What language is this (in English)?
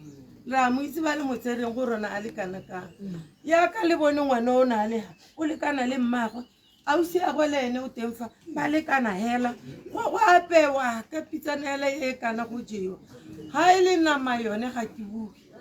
Tswana